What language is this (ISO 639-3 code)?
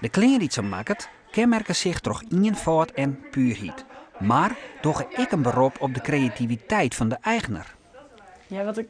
fry